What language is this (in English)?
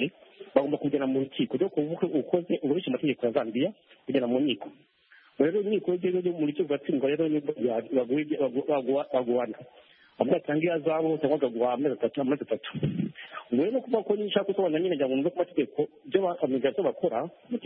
Kinyarwanda